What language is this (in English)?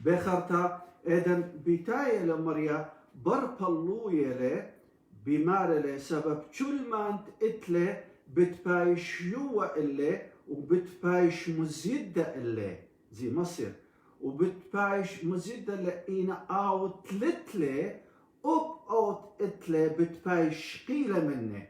Assyrian Neo-Aramaic